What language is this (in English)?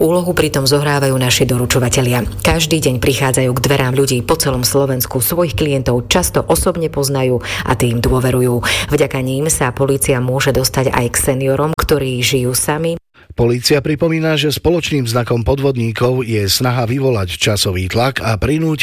Slovak